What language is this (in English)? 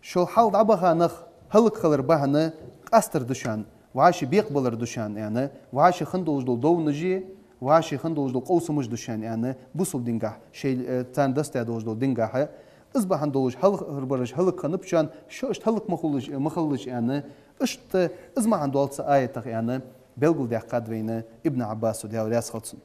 Ingush